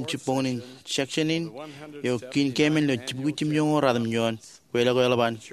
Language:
Marshallese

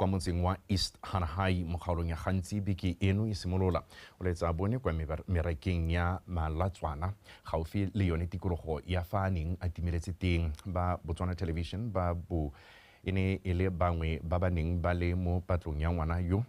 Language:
Tswana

